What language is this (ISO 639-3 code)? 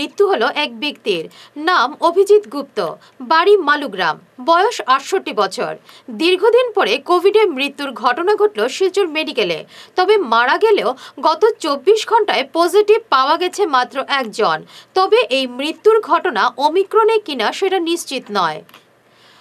ben